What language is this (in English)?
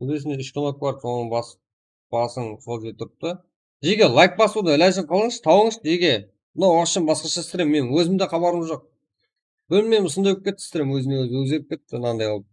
Kara-Kalpak